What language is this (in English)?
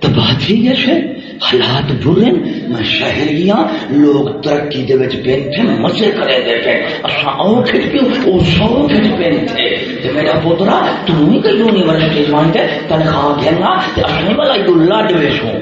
Saraiki